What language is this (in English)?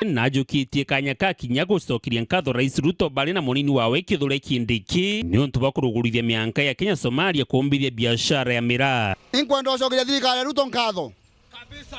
Meru